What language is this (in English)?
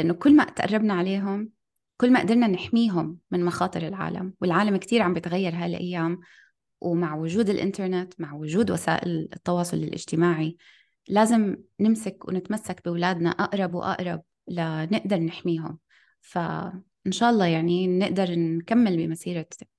North Levantine Arabic